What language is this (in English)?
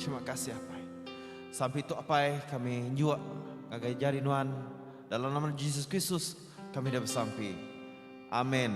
Iban